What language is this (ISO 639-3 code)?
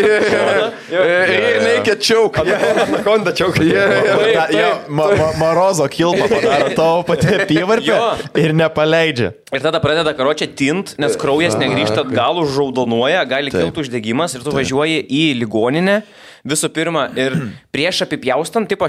lit